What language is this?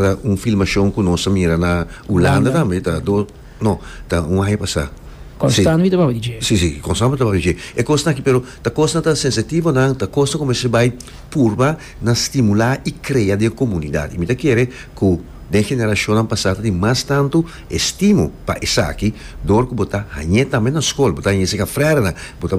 Papiamento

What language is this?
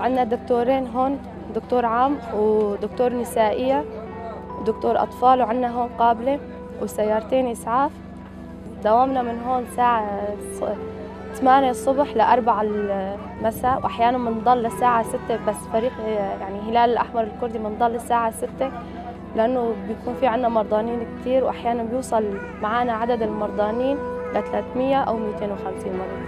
Kurdish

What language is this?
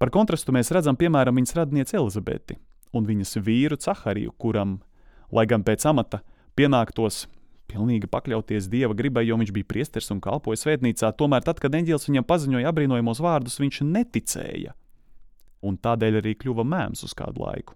Latvian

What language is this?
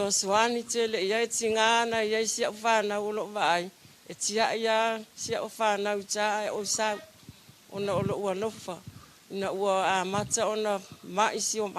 Samoan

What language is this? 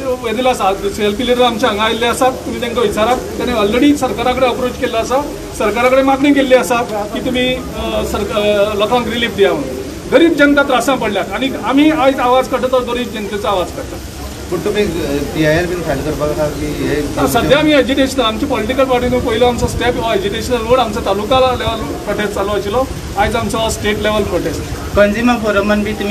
Konkani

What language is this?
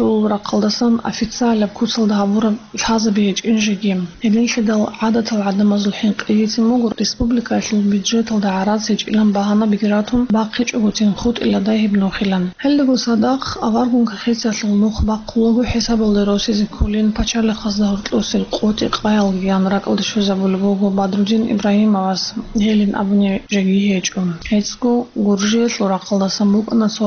Avaric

